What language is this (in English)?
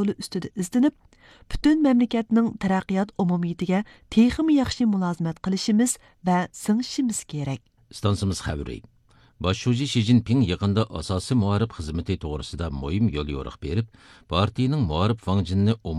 Uyghur